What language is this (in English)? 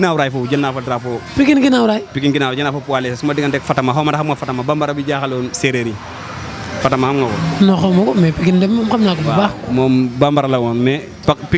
Wolof